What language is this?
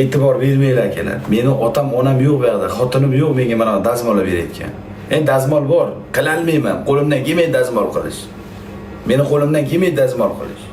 Uzbek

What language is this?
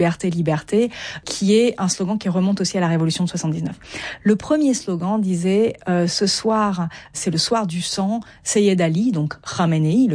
French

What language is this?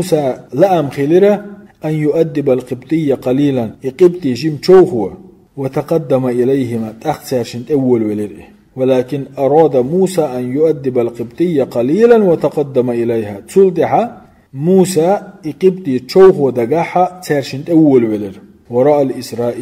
Chechen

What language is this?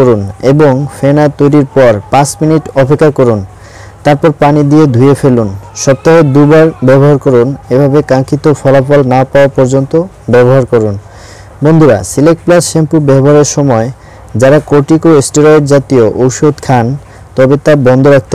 Bangla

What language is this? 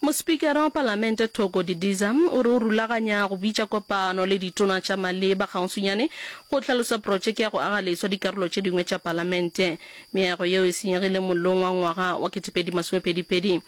Northern Sotho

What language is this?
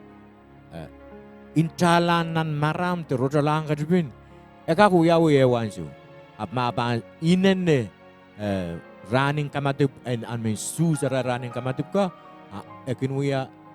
Pohnpeian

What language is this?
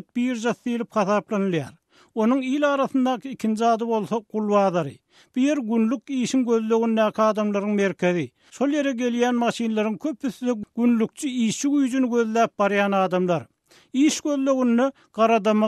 Turkmen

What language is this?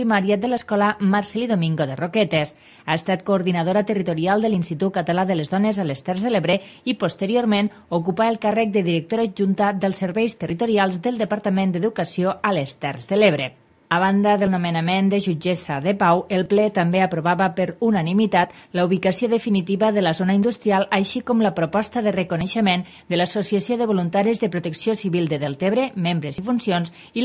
Catalan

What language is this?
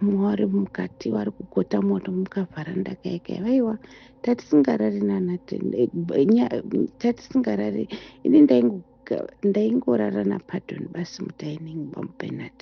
Shona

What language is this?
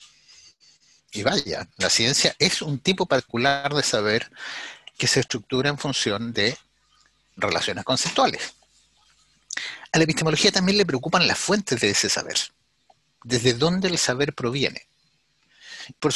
Spanish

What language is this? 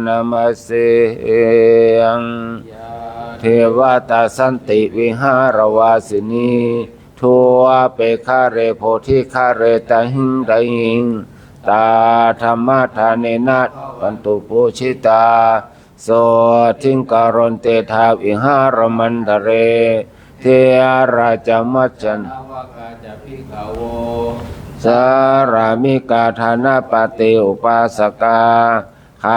Pali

